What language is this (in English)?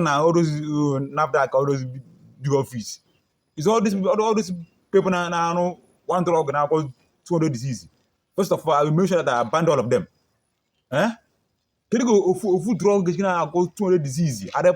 Igbo